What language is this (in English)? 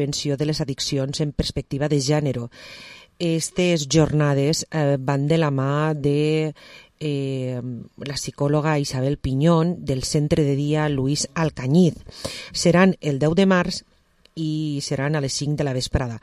Catalan